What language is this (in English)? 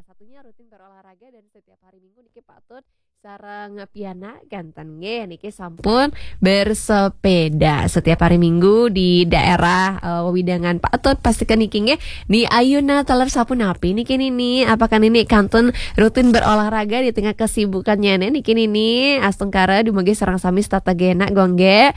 Balinese